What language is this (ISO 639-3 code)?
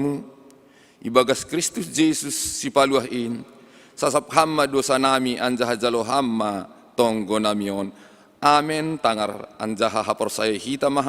bts